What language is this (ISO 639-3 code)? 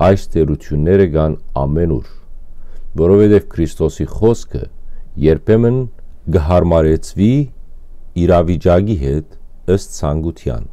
hyw